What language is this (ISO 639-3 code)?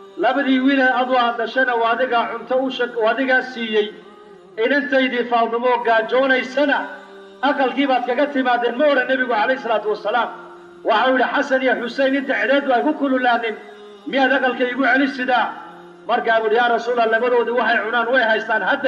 som